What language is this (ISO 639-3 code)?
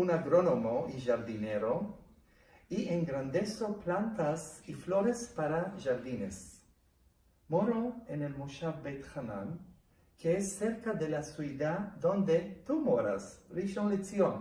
lad